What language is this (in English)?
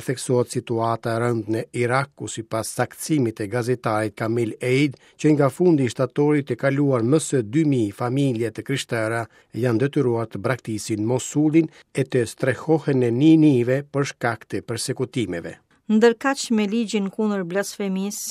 Albanian